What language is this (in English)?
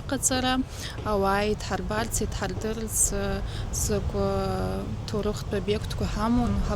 Abkhazian